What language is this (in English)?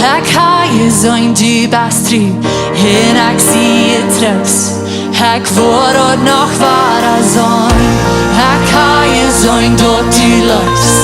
Plautdietsch